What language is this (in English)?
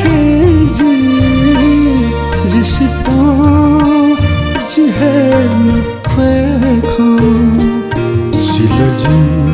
Newari